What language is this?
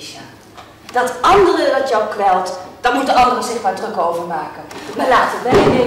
Dutch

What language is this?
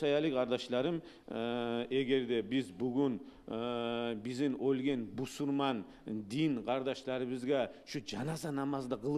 Kumyk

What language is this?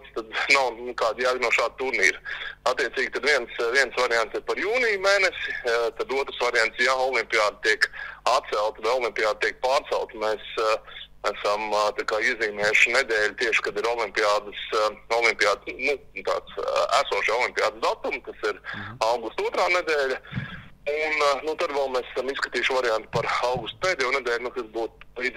Latvian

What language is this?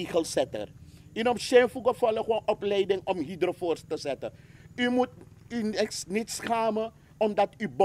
Sranan Tongo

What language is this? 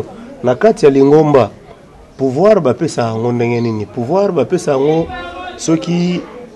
Lingala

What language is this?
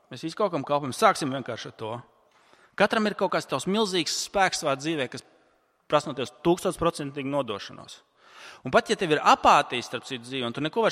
Latvian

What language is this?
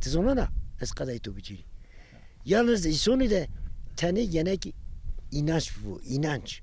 Zaza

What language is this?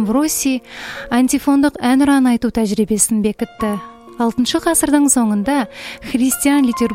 Kazakh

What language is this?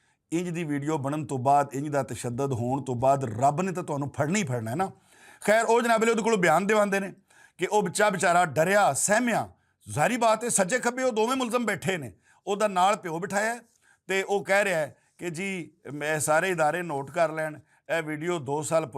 Western Panjabi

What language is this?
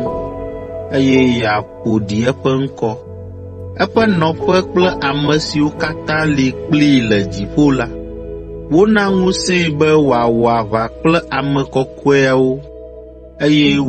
Ewe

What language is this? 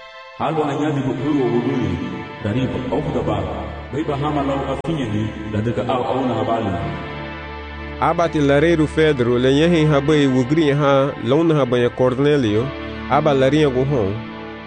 Garifuna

